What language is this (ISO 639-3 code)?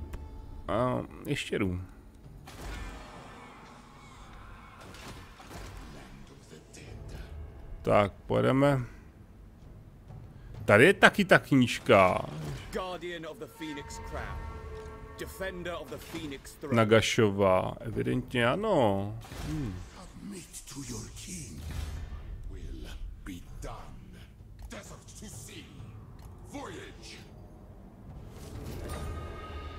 ces